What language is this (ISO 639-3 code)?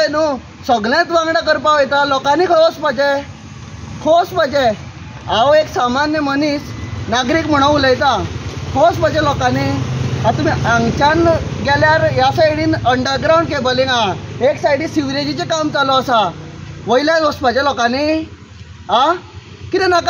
kok